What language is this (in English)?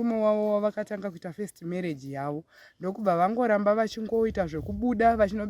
Shona